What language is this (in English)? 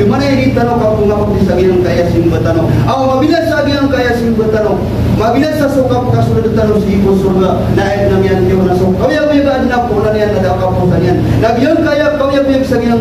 Maranao